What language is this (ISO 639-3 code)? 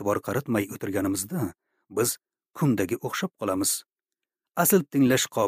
uzb